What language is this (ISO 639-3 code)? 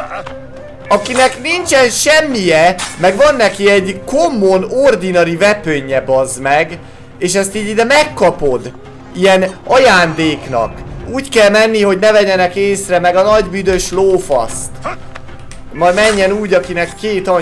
hun